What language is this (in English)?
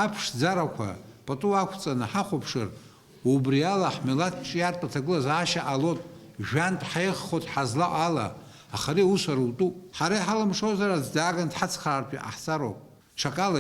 Abkhazian